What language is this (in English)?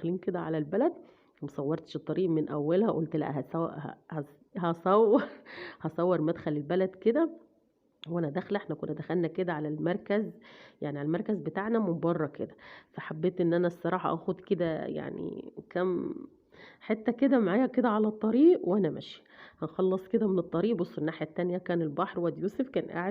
Egyptian Arabic